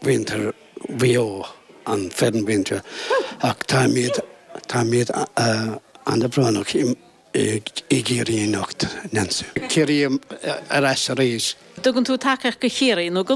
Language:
Irish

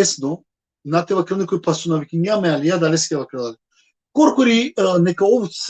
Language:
Balkan Romani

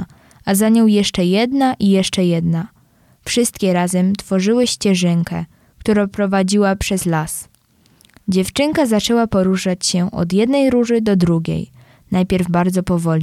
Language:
Polish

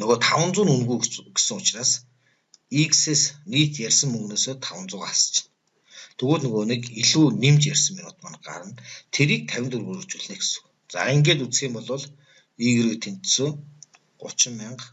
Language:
Mongolian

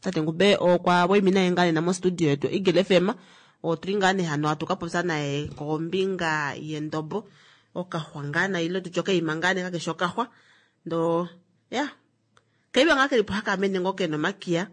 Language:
Kuanyama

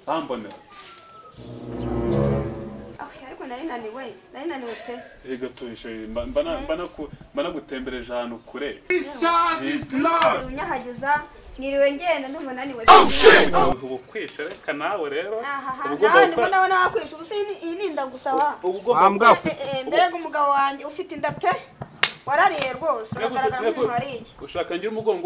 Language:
Kinyarwanda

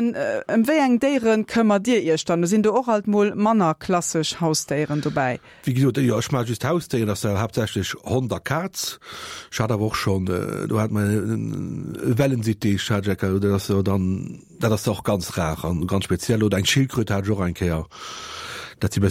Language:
Luxembourgish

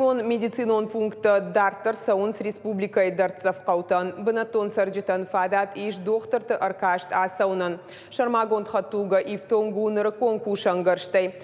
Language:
Ossetic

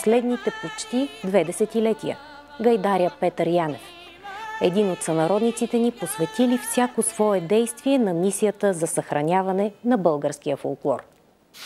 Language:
Bulgarian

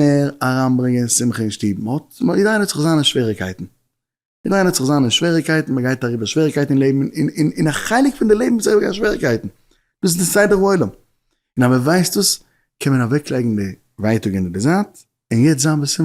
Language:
Yiddish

